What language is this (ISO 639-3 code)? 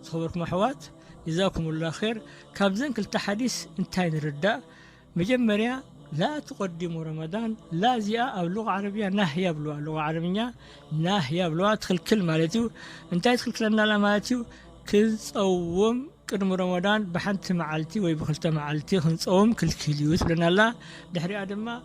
tir